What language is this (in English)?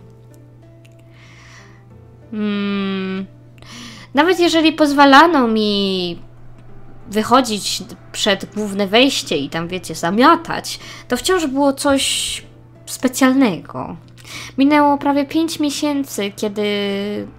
Polish